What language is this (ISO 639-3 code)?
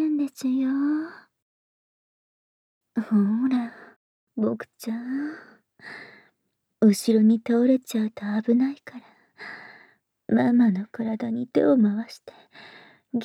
jpn